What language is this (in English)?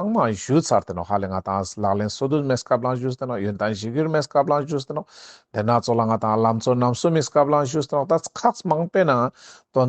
Ladakhi